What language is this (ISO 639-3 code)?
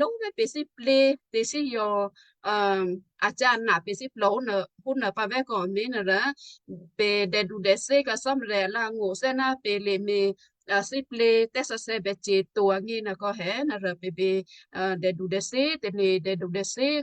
kyu